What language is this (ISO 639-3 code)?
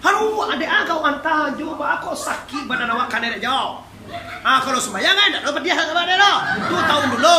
min